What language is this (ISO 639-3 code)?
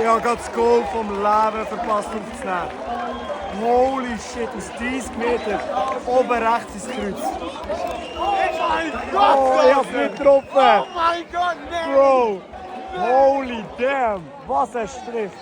gsw